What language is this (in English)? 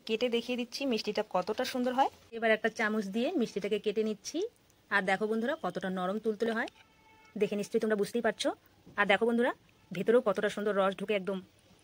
Bangla